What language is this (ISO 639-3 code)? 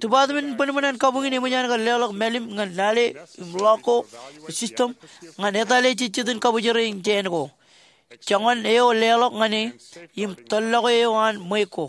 mah